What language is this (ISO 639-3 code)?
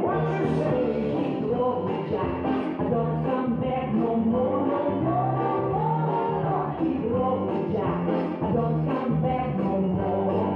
sah